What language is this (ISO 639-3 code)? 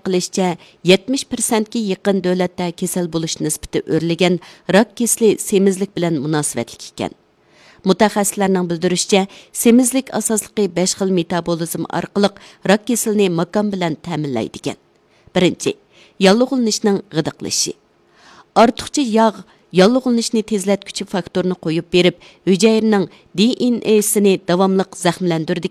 uig